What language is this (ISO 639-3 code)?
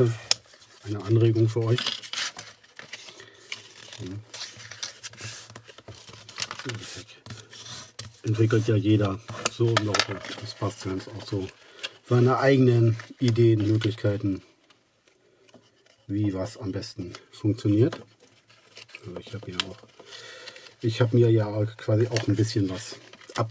deu